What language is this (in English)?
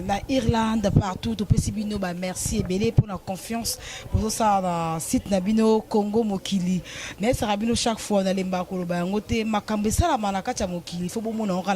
Lingala